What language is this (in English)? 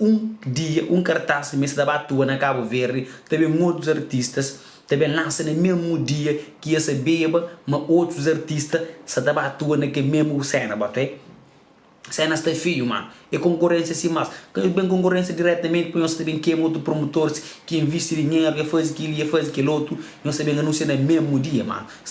Kabuverdianu